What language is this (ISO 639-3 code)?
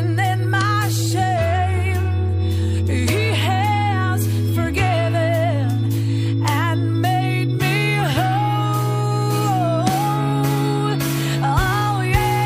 est